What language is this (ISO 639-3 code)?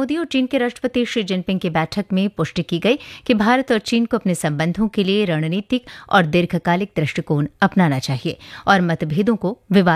hin